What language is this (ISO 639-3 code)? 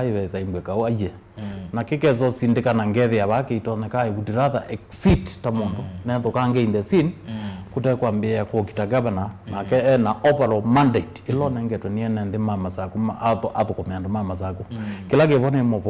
kam